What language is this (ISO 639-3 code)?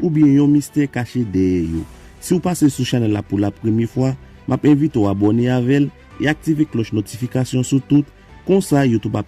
hat